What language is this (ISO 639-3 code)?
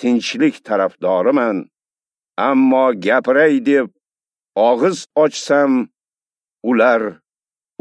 uzb